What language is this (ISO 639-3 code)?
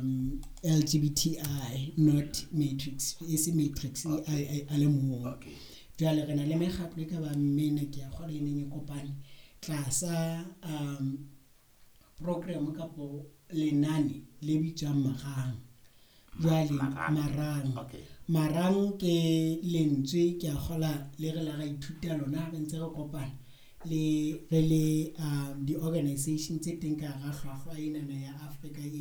sot